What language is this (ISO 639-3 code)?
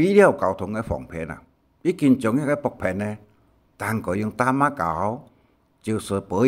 hak